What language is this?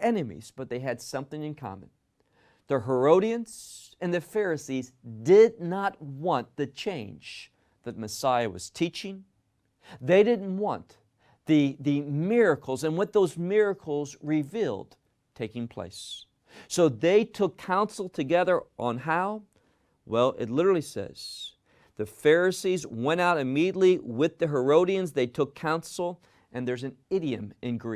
English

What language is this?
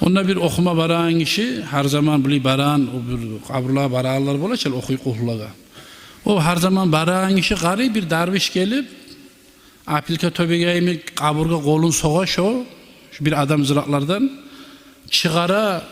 Kumyk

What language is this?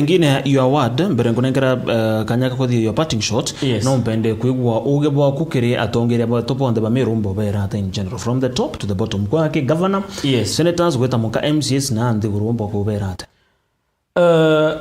Meru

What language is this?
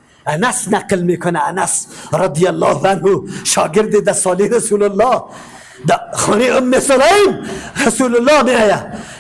Persian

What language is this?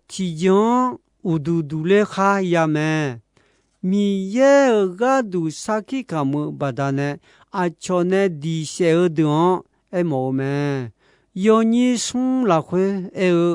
Akha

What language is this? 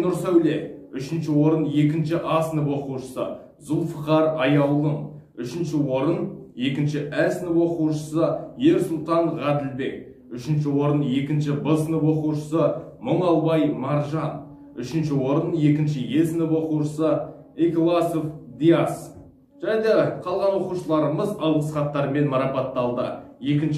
Kazakh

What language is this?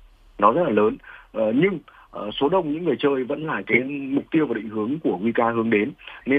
Vietnamese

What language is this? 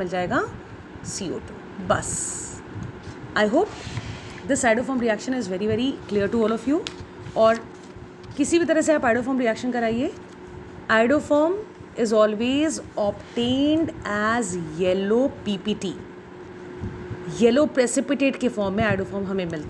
Hindi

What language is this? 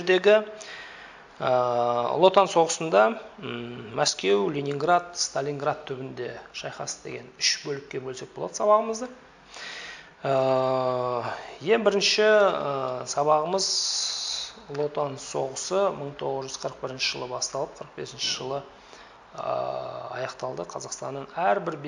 Kazakh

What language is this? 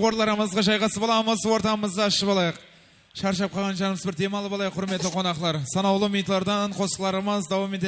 Kara-Kalpak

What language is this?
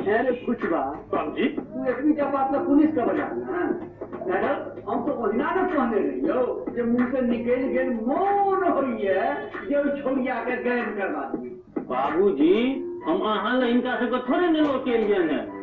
Maithili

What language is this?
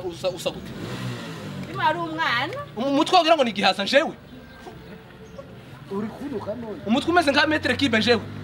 Kinyarwanda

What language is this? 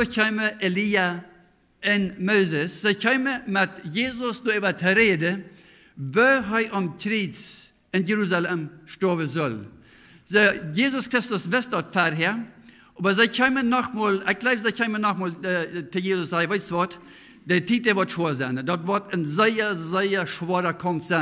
Plautdietsch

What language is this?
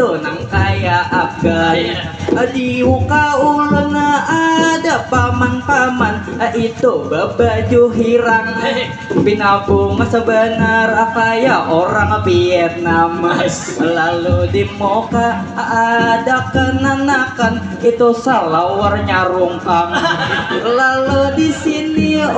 Banjar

